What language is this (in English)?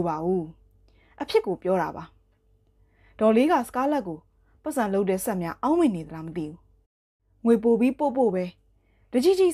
Burmese